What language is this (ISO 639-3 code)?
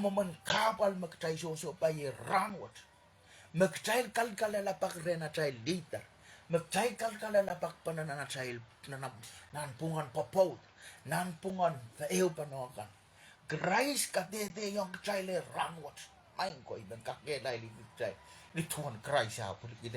pon